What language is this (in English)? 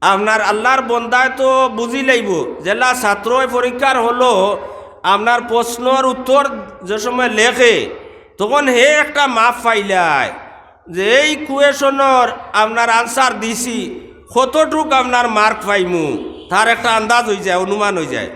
Sylheti